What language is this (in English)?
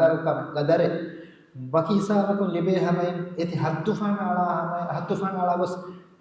Divehi